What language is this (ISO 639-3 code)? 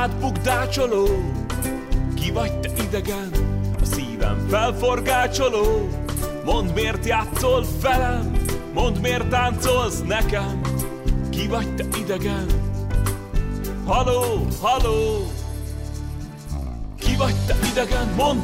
hun